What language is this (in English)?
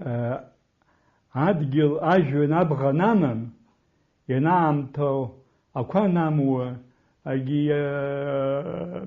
Abkhazian